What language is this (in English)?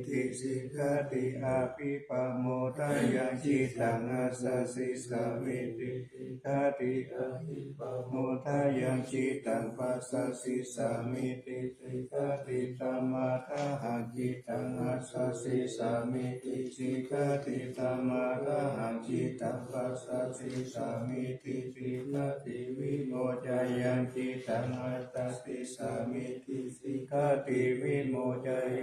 Pali